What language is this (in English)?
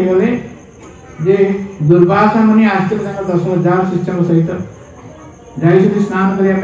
Odia